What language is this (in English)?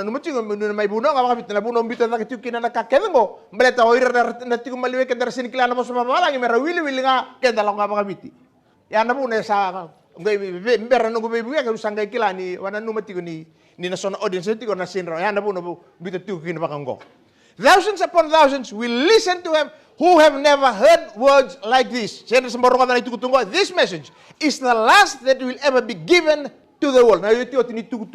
Fijian